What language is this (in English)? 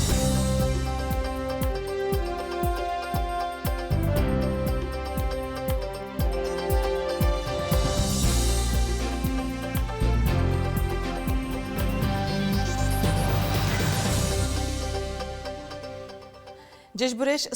Udmurt